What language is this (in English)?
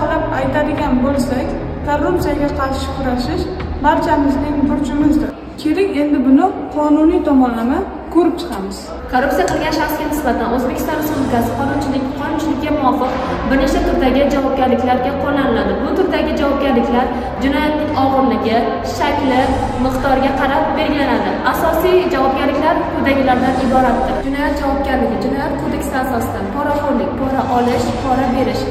Uzbek